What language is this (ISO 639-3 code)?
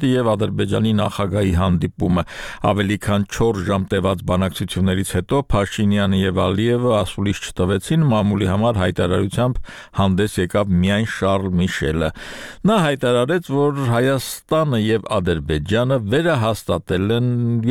hye